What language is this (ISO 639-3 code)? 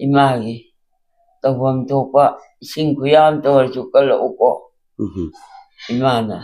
mni